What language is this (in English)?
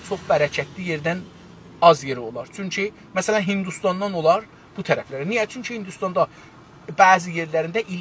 South Azerbaijani